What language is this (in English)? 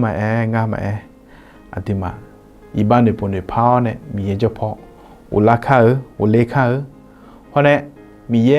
Akha